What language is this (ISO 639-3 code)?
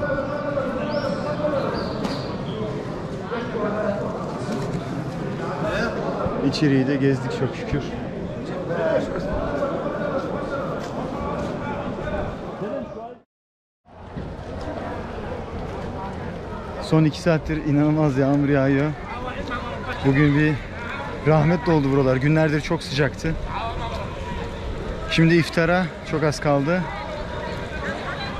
tur